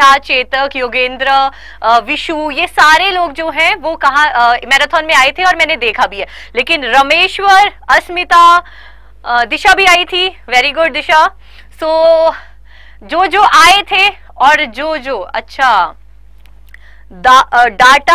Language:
Hindi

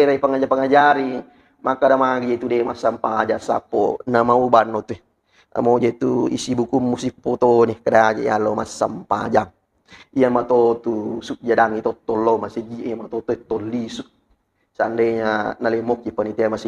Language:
Buginese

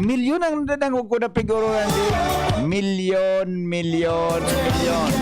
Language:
Bikol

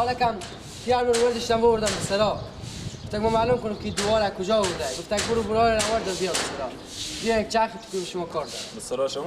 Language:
Persian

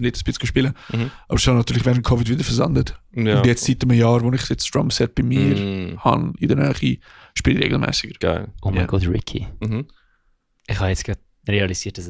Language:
Swiss German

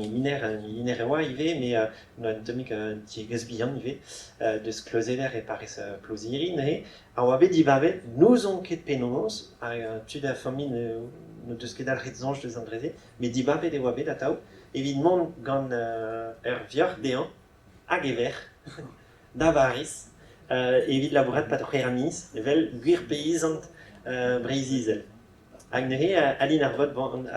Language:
Breton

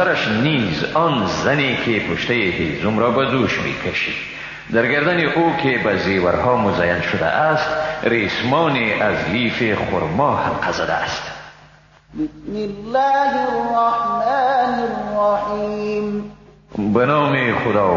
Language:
Persian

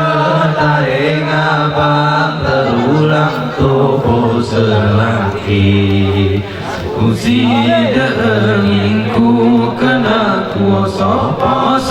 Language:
Gayo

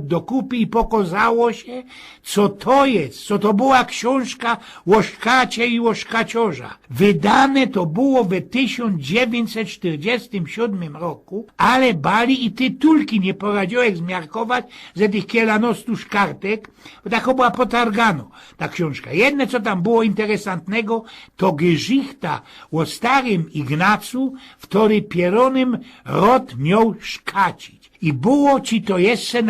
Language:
Silesian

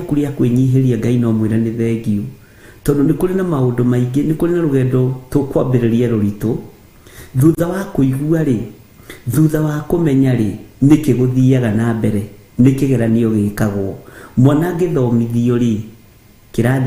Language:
Kikuyu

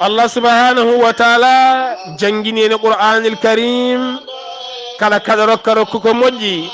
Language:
Fula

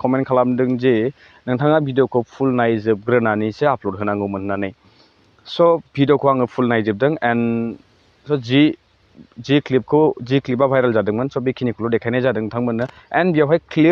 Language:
Bodo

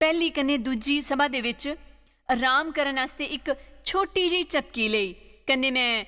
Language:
Dogri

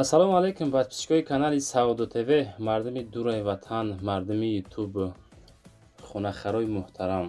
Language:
Tajik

